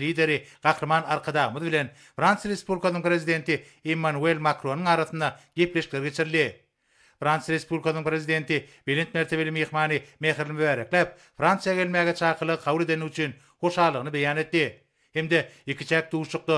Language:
Turkmen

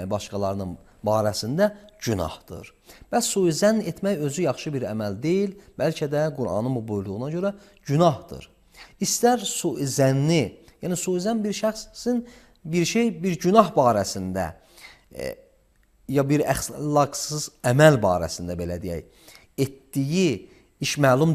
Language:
Azerbaijani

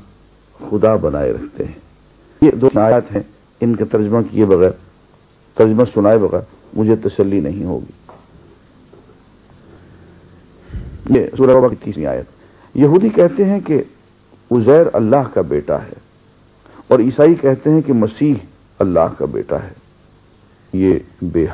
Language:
Urdu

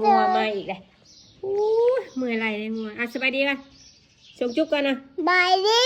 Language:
Northeastern Thai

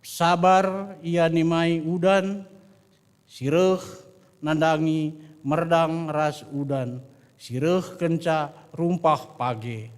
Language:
Batak Karo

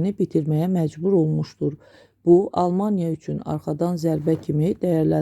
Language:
Azerbaijani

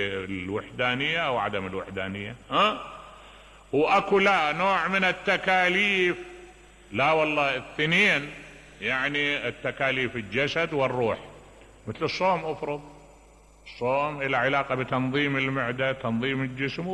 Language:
Mesopotamian Arabic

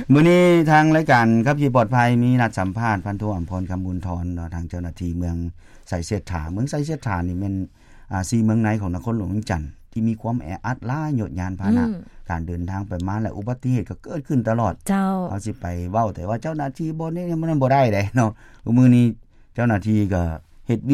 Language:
Lao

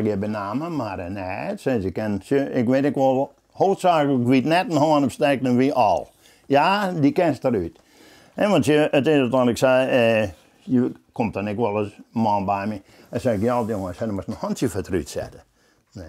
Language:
Western Frisian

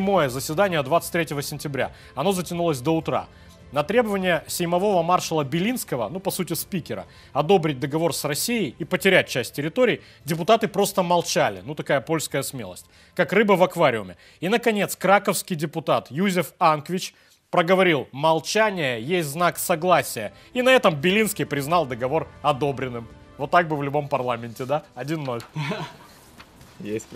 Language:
Russian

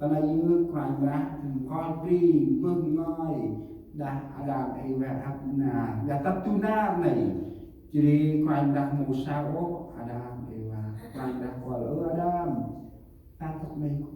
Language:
Central Mnong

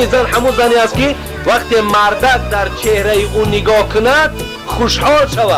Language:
Tajik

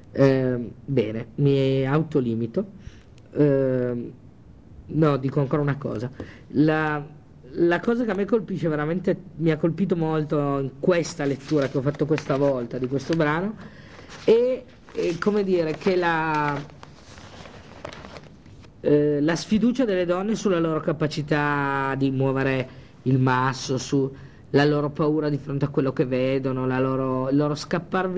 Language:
Italian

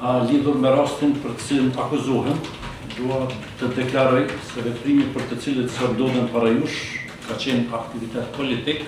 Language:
Albanian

